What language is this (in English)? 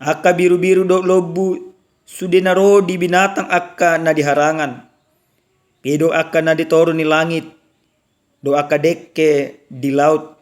Batak Toba